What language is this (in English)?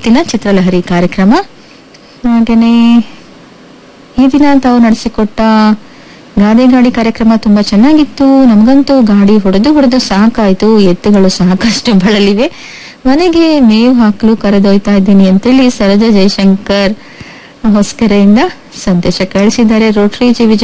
Kannada